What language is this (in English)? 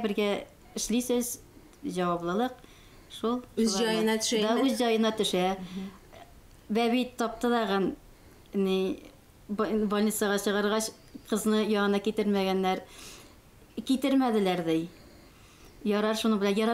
Tatar